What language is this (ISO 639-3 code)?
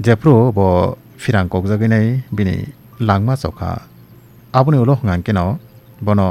trp